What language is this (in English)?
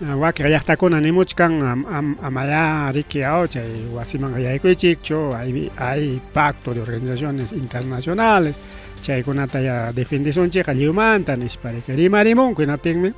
Ayacucho Quechua